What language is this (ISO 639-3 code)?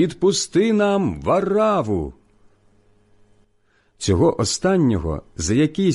ukr